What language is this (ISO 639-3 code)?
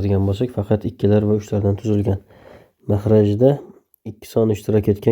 uzb